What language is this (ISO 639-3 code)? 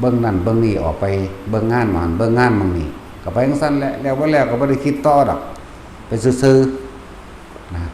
tts